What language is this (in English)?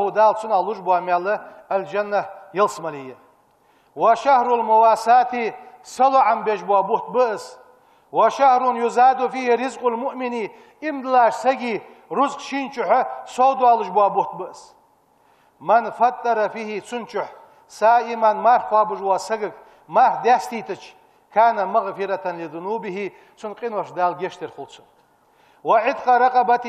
Ingush